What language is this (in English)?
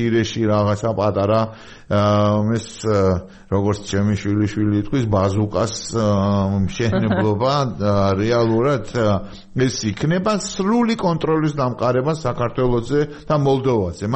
Georgian